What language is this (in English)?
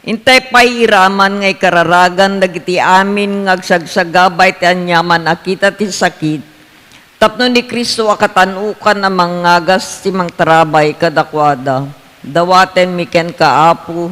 Iloko